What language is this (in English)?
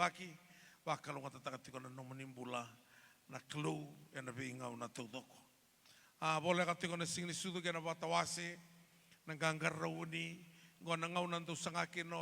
Fijian